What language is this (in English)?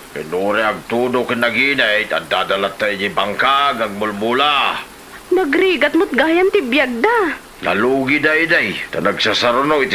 Iloko